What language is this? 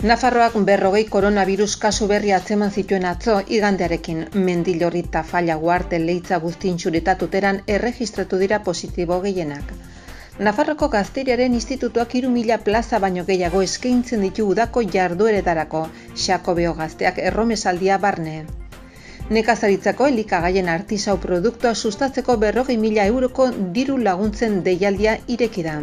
Basque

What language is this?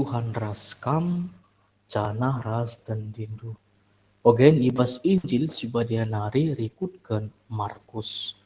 Batak Karo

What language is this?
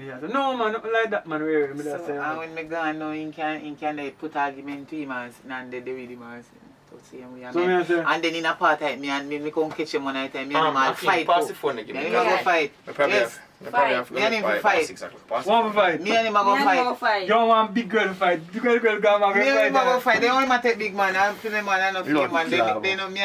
Jamaican Creole English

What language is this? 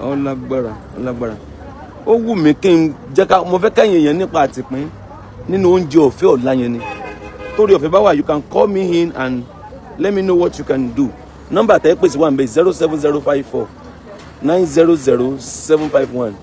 Yoruba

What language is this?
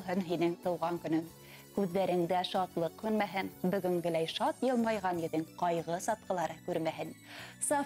Bashkir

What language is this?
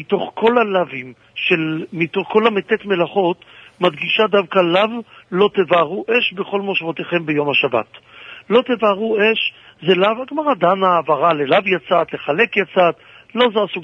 Hebrew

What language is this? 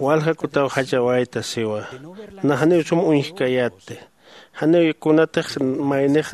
Aymara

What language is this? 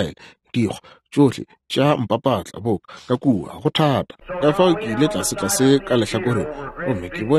Northern Sotho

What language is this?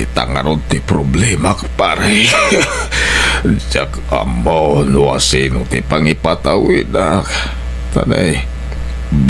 Iloko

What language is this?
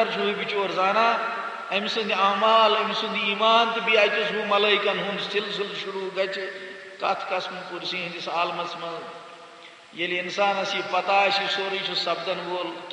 Kashmiri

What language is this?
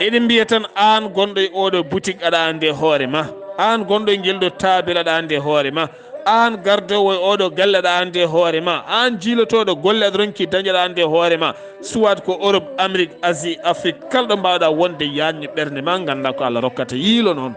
Fula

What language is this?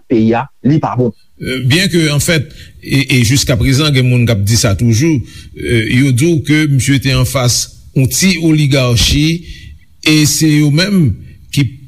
Haitian Creole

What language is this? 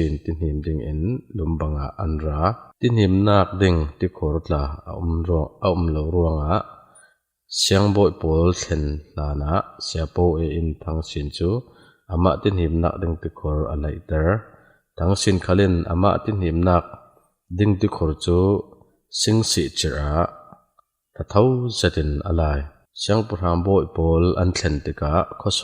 Falam Chin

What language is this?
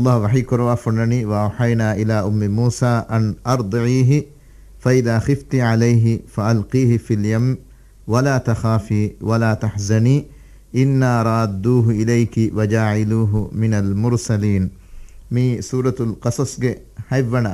Divehi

